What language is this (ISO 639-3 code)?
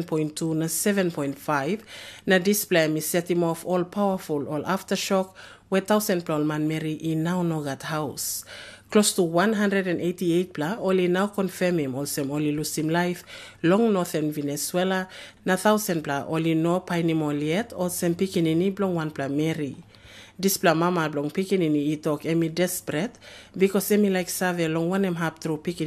tpi